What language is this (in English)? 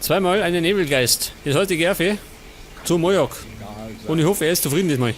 Bavarian